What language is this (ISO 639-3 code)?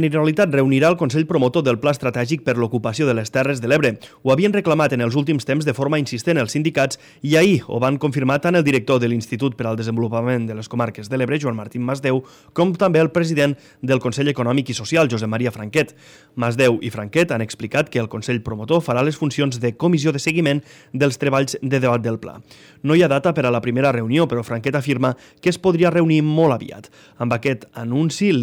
cat